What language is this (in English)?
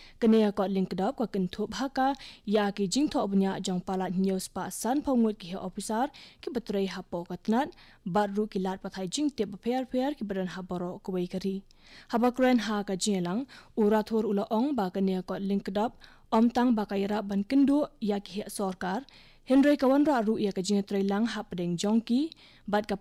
Khasi